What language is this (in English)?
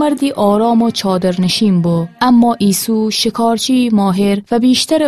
Gilaki